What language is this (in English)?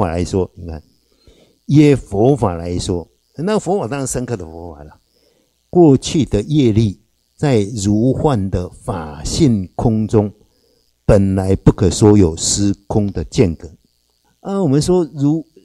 Chinese